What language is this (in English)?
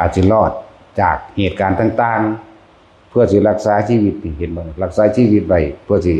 Northeastern Thai